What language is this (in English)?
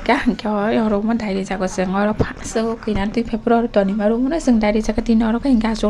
Kok Borok